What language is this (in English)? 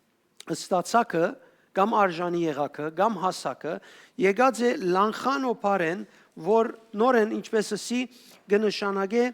Western Armenian